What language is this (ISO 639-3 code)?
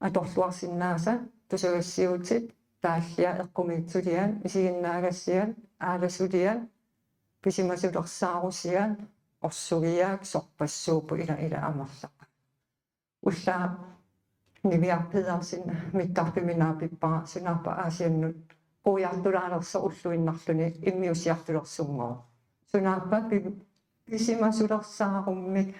kal